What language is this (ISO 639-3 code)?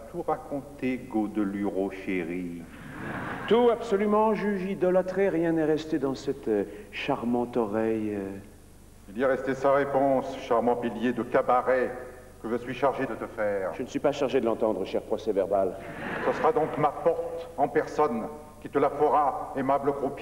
fra